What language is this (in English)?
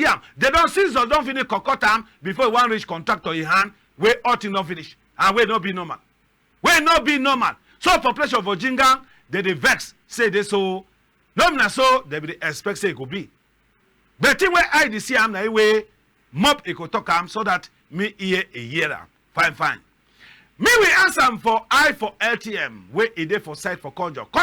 Cameroon Pidgin